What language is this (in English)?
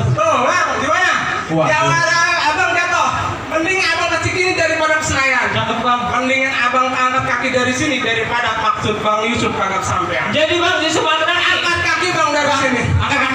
Betawi